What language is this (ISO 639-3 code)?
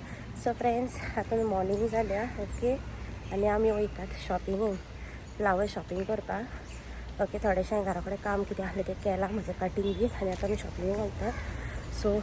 kok